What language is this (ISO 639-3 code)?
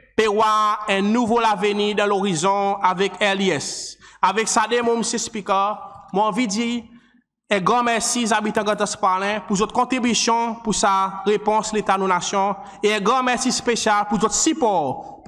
crs